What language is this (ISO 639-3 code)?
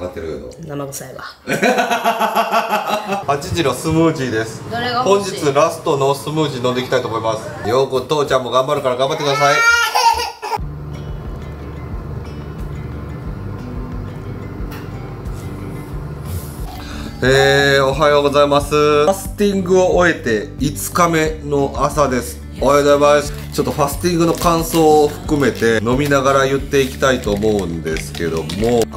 jpn